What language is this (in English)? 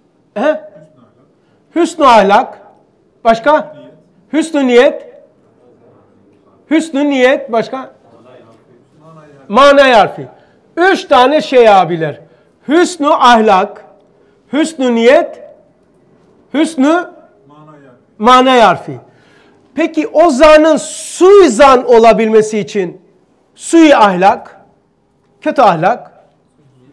Turkish